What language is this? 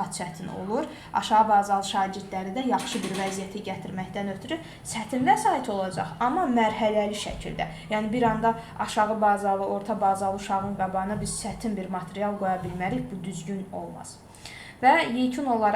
Azerbaijani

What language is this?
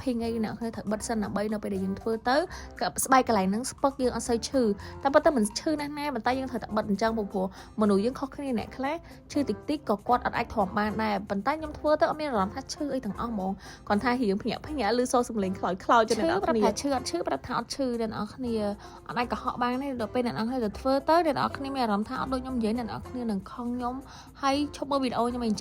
Khmer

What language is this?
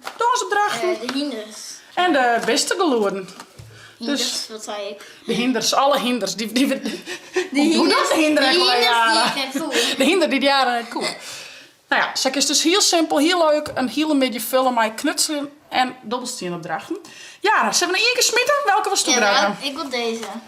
Western Frisian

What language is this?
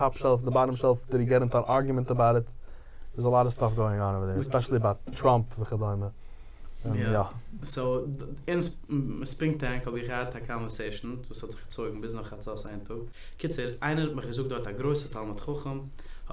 Yiddish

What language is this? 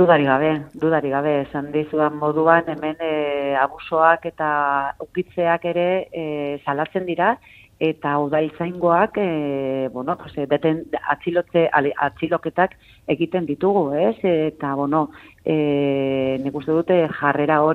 Basque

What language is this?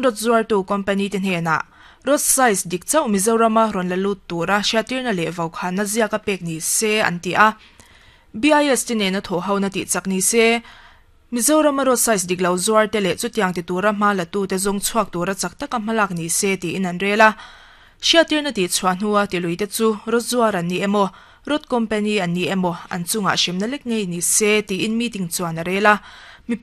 Mizo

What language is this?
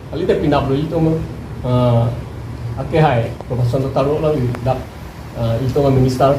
Karbi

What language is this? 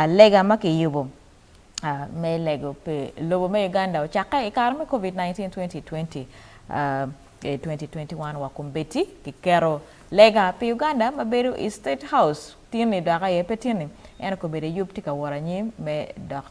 Acoli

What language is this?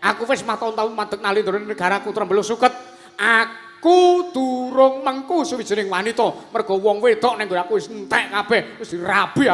Javanese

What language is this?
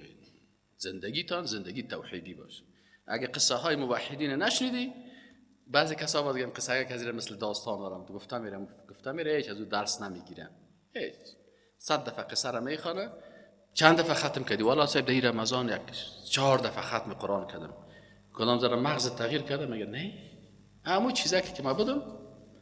Persian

